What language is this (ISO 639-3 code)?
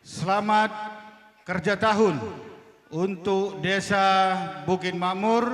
btx